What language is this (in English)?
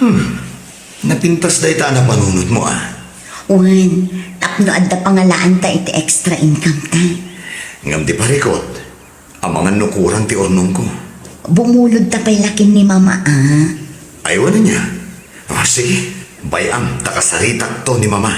Iloko